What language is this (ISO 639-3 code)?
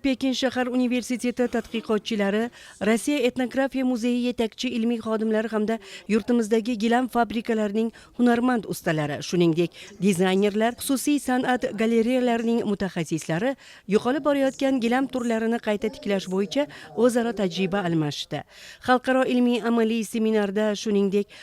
uzb